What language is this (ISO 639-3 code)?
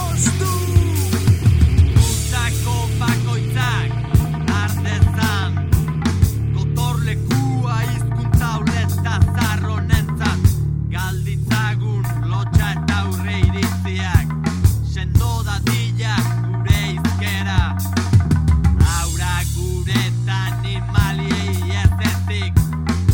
eus